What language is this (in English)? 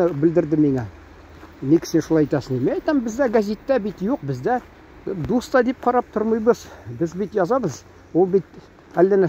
Tatar